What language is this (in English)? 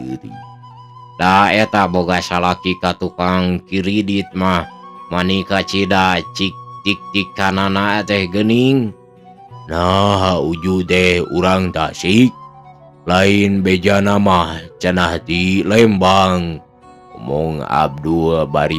Sundanese